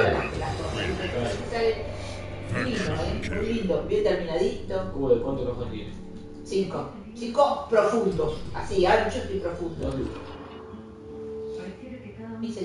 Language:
Spanish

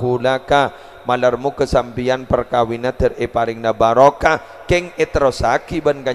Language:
Madurese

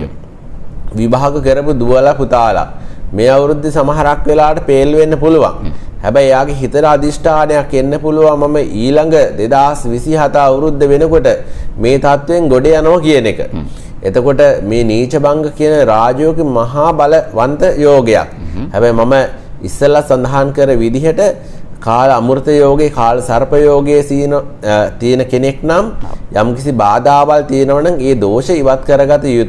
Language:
Sinhala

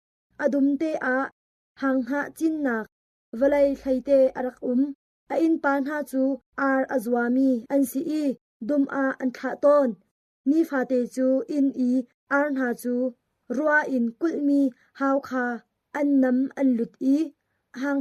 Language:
Hakha Chin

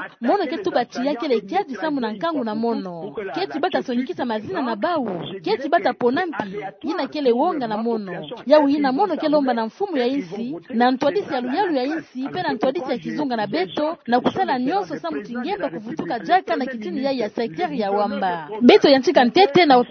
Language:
Kituba (Democratic Republic of Congo)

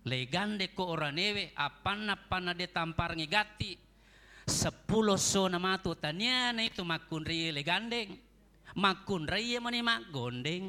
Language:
Buginese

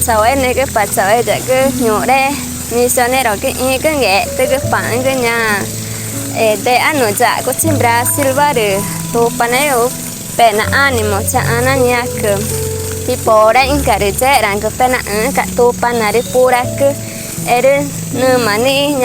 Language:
Ticuna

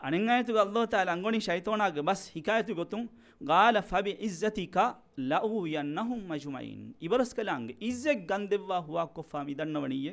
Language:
Divehi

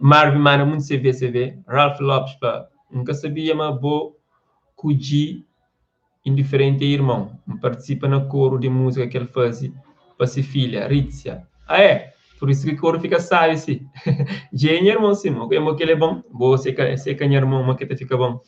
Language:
Kabuverdianu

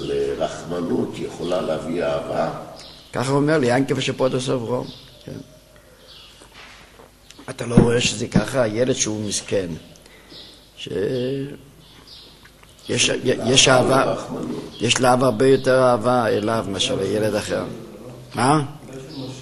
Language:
Hebrew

